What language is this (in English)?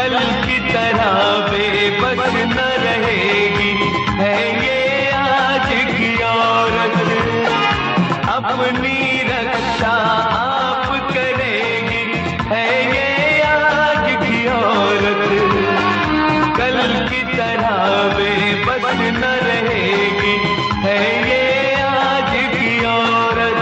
Hindi